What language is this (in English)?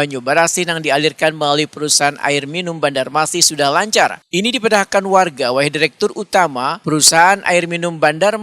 Banjar